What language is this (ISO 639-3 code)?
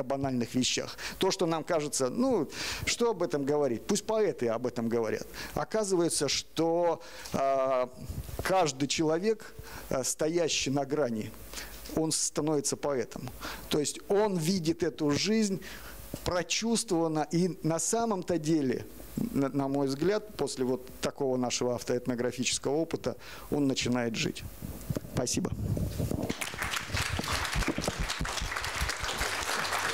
rus